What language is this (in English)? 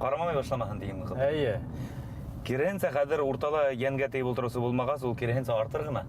Bashkir